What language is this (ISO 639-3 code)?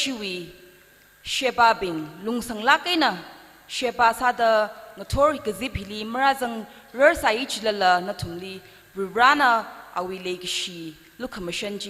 nmf